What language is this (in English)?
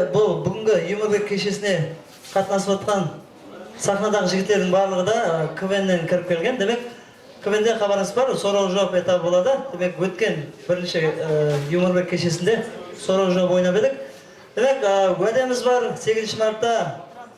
Kara-Kalpak